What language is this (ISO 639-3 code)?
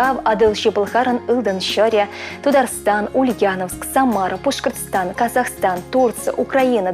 chv